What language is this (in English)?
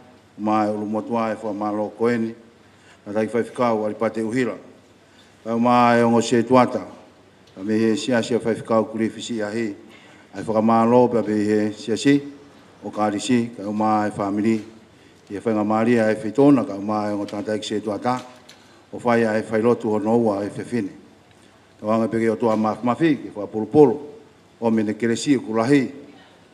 Tongan